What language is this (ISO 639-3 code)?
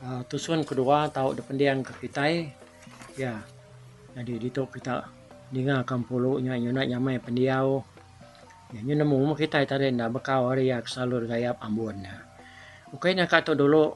iba